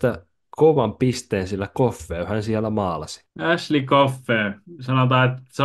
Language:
Finnish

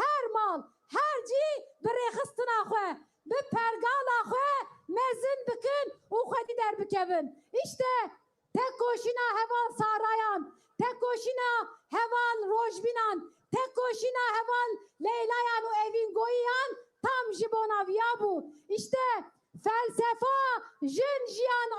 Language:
Kurdish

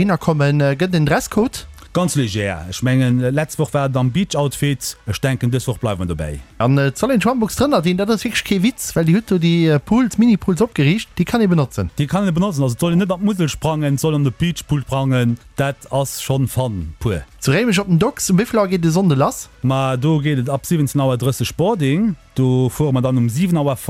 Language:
Luxembourgish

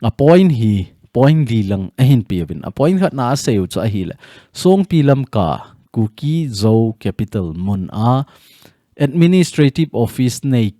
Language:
Thado Chin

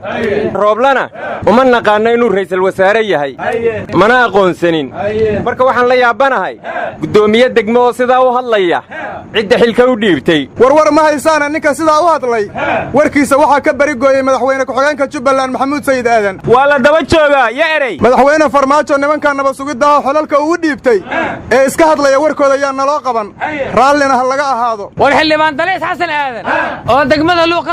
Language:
Somali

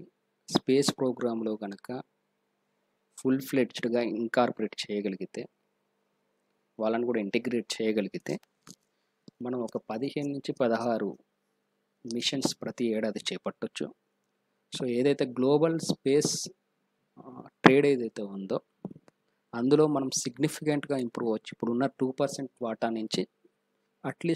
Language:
Telugu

